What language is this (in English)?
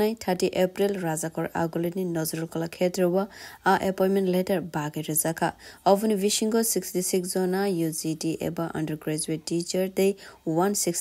Kok Borok